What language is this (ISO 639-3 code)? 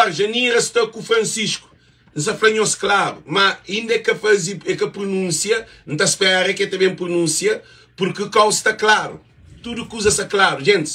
kea